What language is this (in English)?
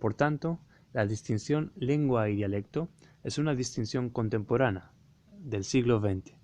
Ladino